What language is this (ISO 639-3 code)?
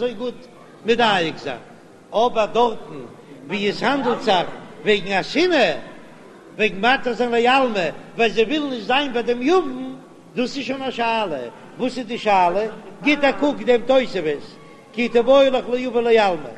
yid